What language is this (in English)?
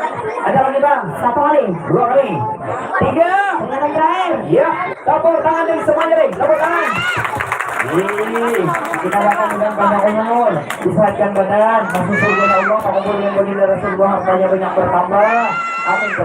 Banjar